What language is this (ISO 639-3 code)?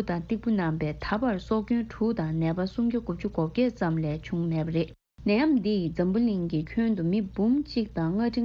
bod